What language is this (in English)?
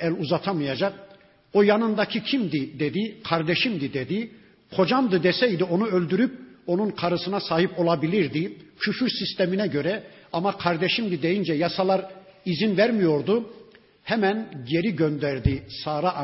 Turkish